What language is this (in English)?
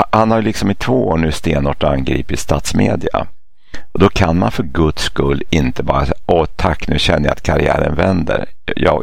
Swedish